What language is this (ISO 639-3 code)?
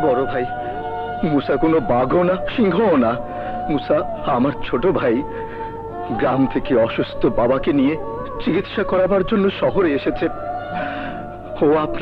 ben